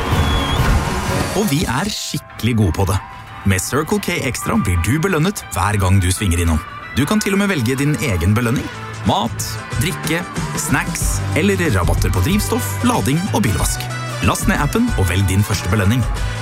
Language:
Norwegian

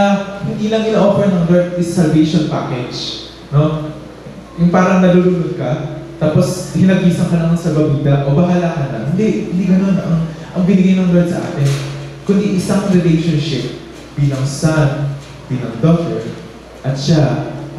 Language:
Filipino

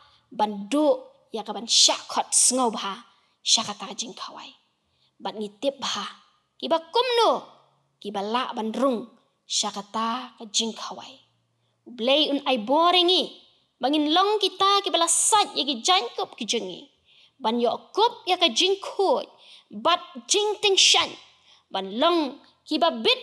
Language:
Khasi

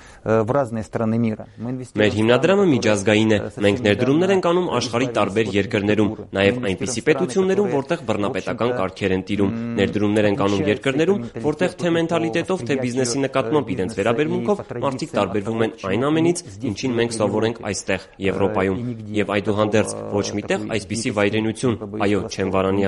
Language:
Armenian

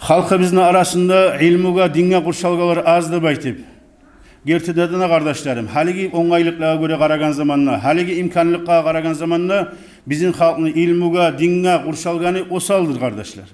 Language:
Kumyk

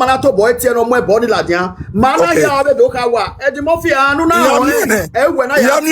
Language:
Nigerian Pidgin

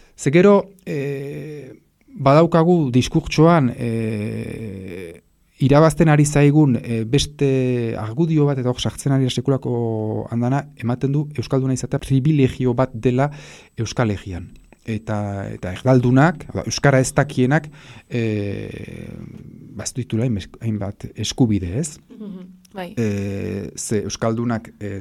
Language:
Basque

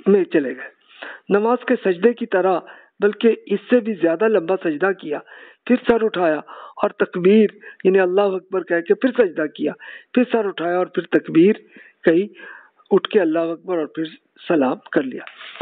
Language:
Urdu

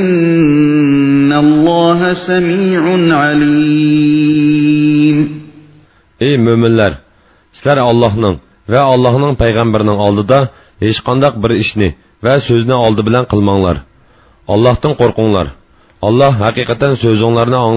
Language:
Uyghur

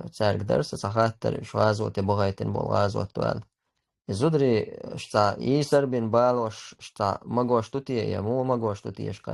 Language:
Chechen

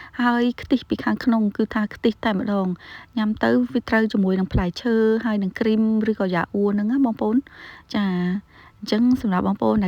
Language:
Khmer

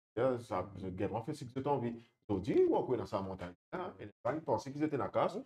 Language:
Morisyen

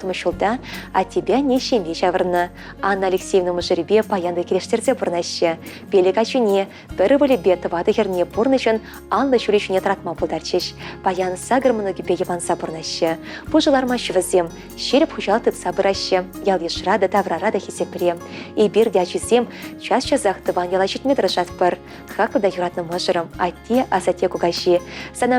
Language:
Chuvash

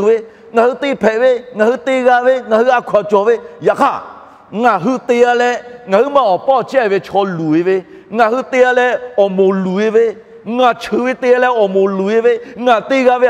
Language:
Lahu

